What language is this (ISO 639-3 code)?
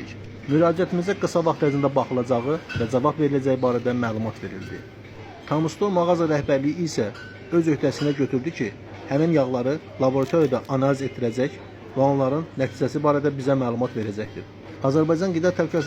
aze